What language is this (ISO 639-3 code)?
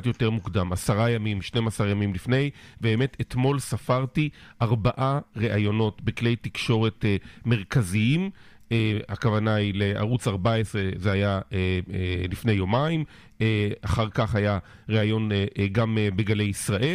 heb